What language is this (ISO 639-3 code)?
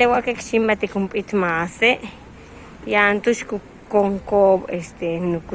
yua